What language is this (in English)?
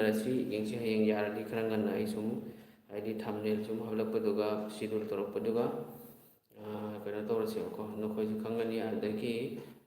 Manipuri